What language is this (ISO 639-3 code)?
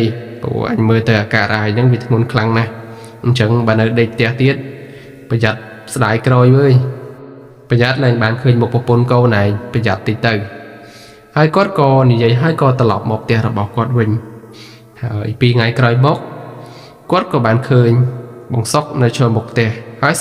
khm